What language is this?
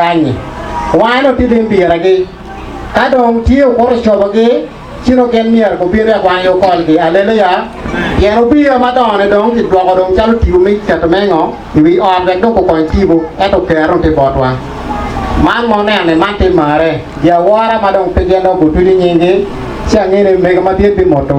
Acoli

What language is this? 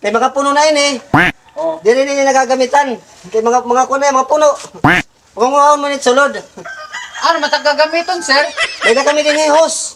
Waray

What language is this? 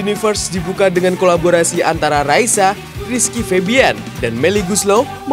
Indonesian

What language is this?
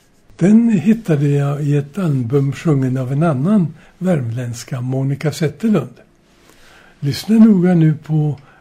Swedish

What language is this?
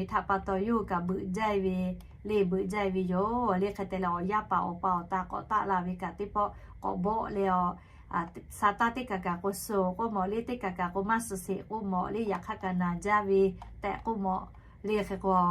Lahu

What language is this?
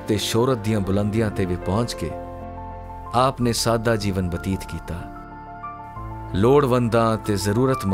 Punjabi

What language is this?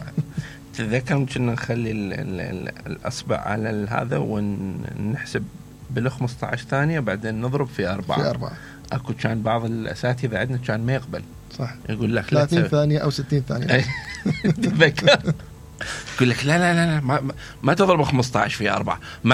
Mesopotamian Arabic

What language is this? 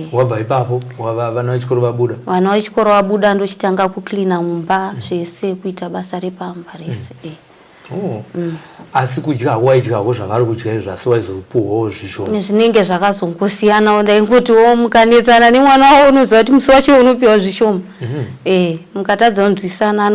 Shona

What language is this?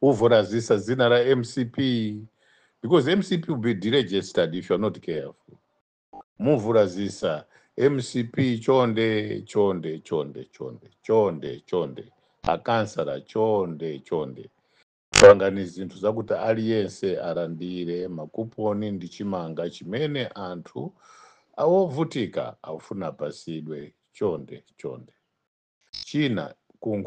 Nyanja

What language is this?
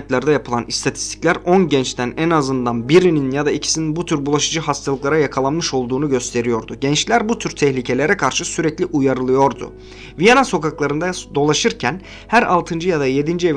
Turkish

